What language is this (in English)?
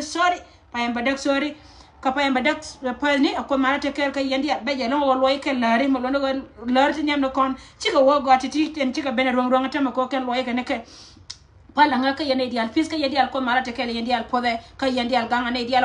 Nuer